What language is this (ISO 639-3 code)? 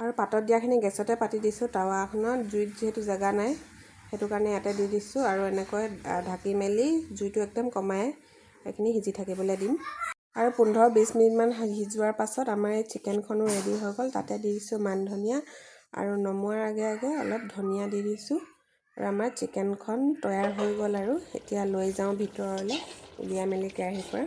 asm